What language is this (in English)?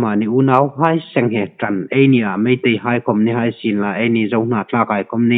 Hmar